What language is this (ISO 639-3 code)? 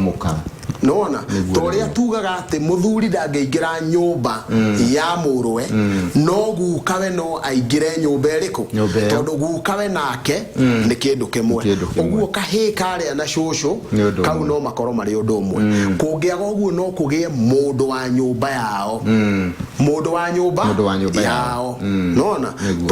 kik